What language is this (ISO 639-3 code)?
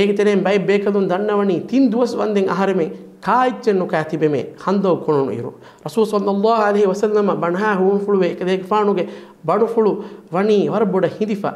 div